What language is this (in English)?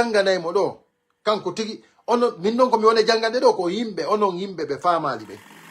Pular